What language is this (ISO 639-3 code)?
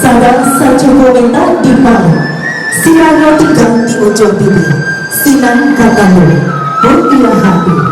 min